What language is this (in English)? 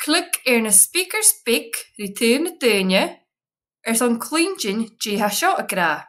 Scottish Gaelic